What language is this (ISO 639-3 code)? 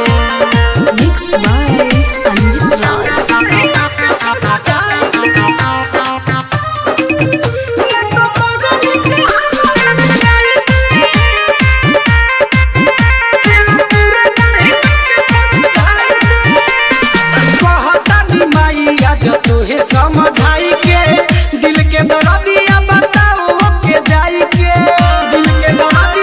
bho